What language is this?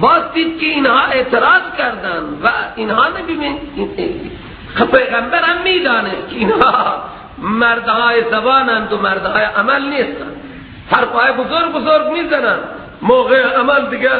Persian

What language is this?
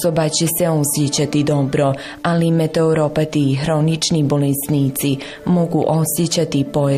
Bosnian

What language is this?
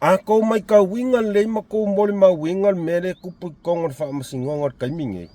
Samoan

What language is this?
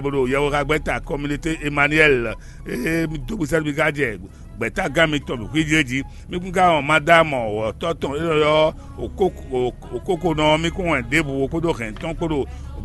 Fon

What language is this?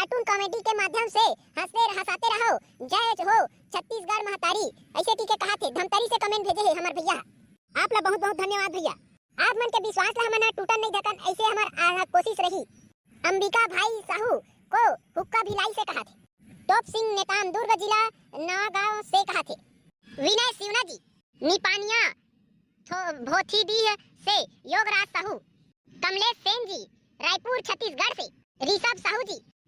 Chhattisgarhi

